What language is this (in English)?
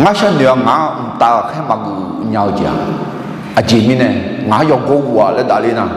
Akha